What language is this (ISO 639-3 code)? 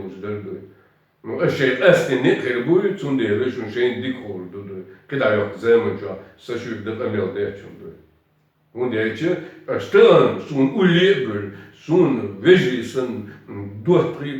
che